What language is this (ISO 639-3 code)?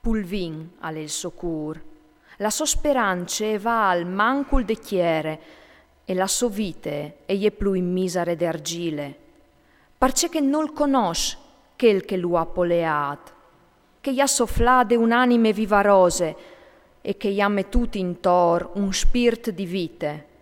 fur